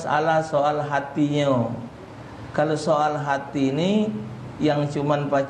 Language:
Musi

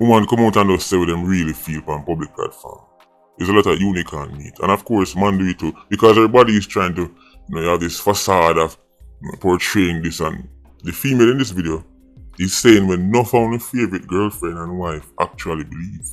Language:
Jamaican Creole English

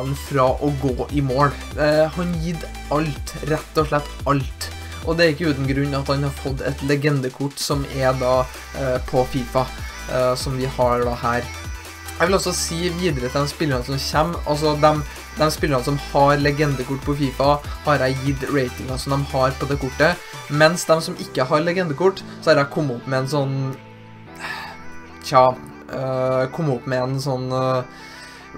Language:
Norwegian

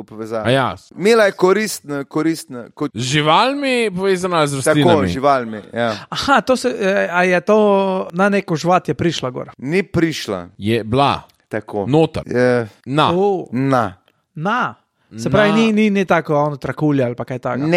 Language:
Slovenian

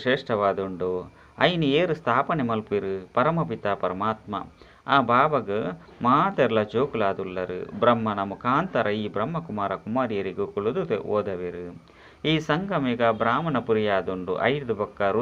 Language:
Tulu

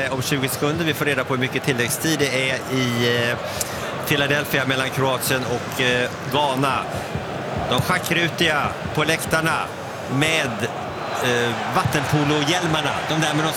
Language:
Swedish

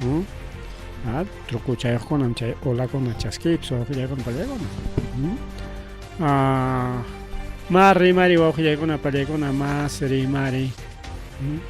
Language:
Ayacucho Quechua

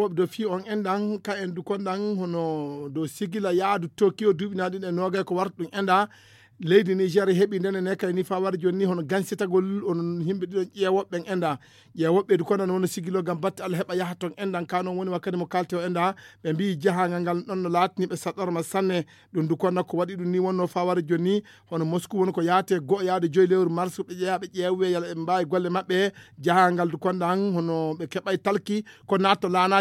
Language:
Fula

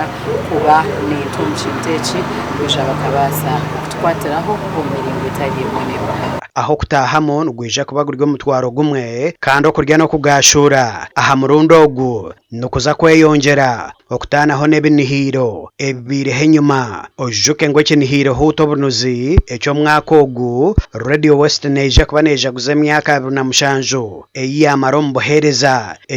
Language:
Nyankole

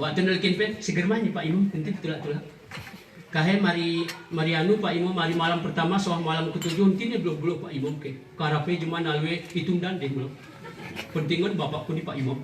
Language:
Gayo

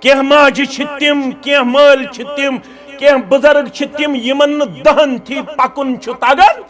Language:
Kashmiri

